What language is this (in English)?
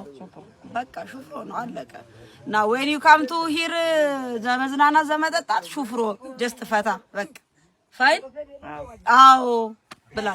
Amharic